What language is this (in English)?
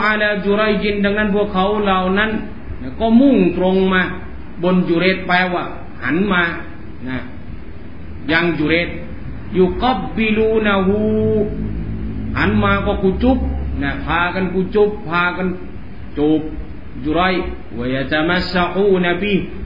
Thai